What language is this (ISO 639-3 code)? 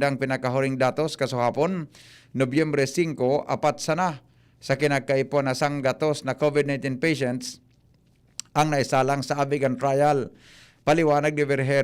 bik